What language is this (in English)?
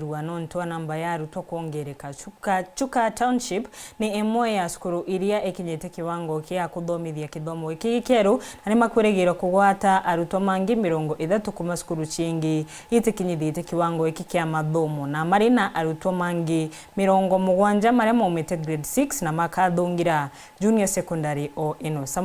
Meru